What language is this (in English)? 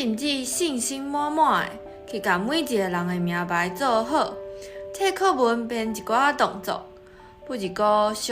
Min Nan Chinese